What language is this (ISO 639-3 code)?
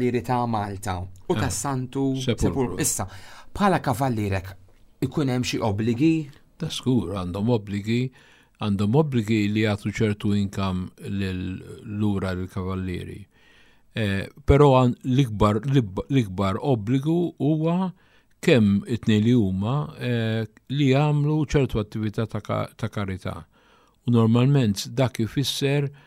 mlt